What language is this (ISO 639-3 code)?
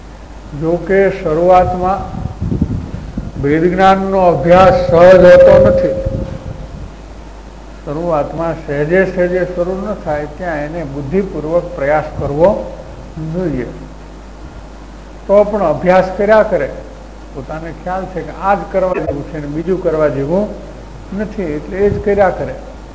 guj